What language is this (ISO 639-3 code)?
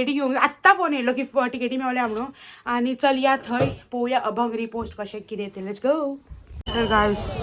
kok